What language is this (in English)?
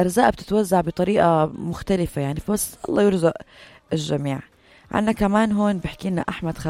North Levantine Arabic